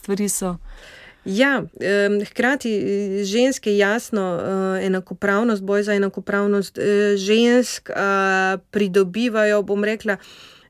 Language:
Slovenian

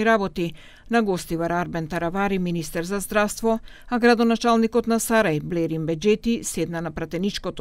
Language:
Macedonian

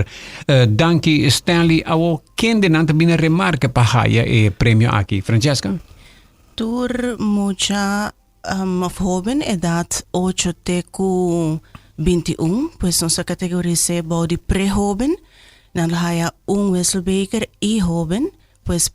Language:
Papiamento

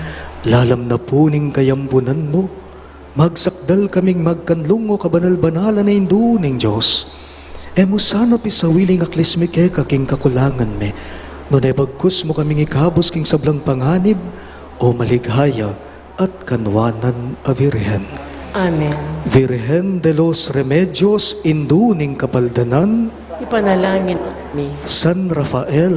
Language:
Pampanga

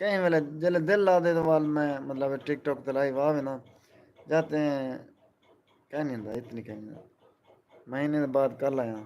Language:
Saraiki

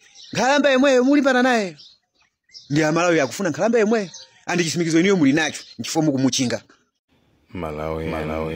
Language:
Nyanja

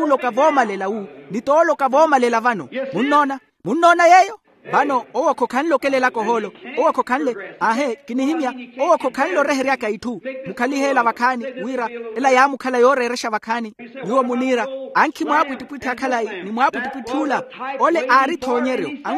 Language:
Makhuwa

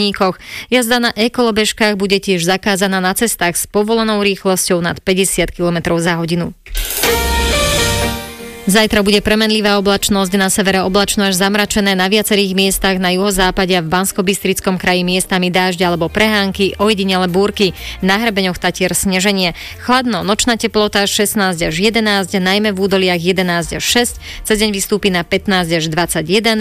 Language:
Slovak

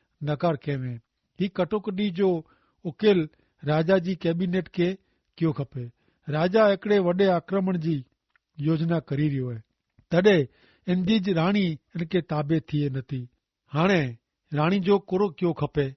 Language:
Kachhi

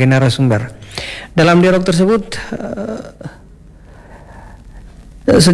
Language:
Indonesian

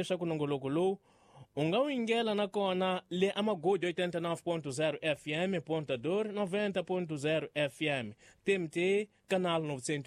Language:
Tsonga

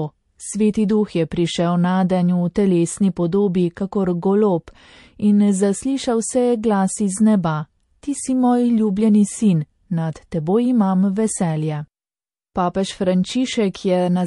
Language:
Slovenian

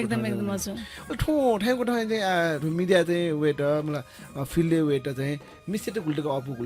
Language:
Newari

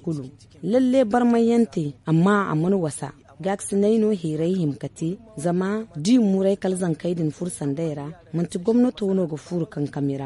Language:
Zarma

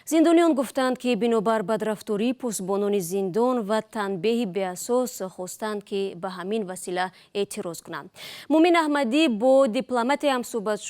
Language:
Tajik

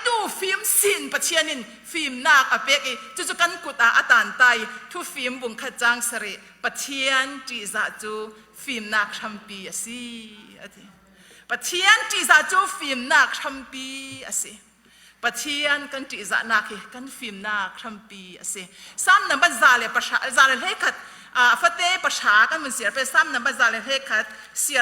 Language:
Falam Chin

